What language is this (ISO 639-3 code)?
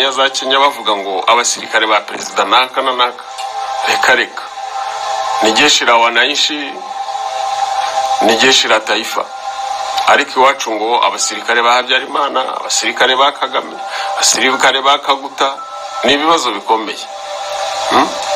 kin